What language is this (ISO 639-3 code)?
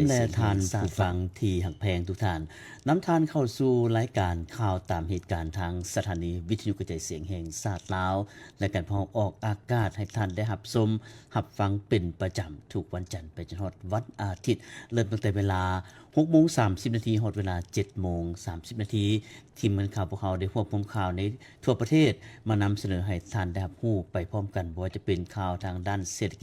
lao